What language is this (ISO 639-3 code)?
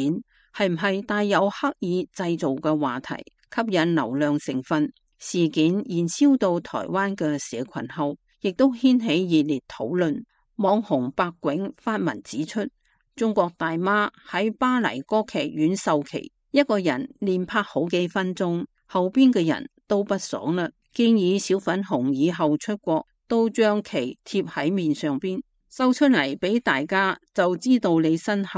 yue